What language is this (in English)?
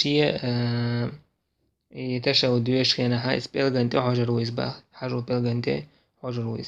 Chechen